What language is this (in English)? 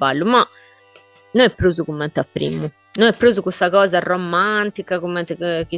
Sardinian